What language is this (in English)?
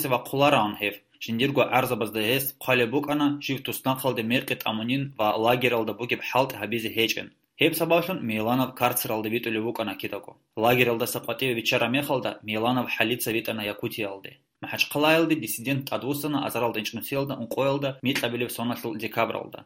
Avaric